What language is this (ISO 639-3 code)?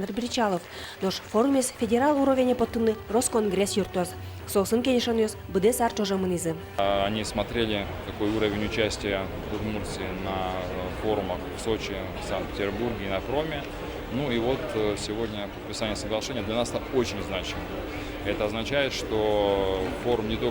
udm